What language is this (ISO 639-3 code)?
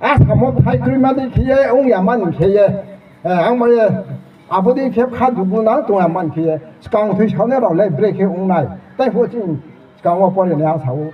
ria